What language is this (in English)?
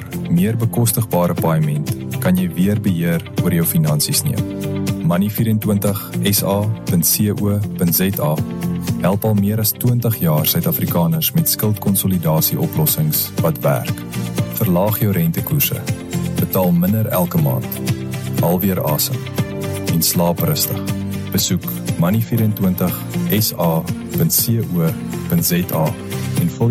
Afrikaans